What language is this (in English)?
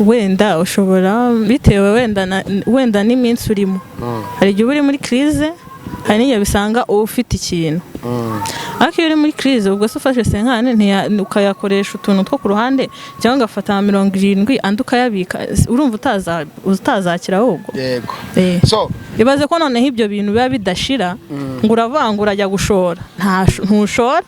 Kinyarwanda